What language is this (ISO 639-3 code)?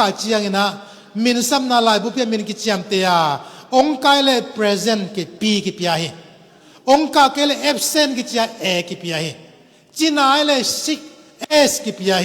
ctd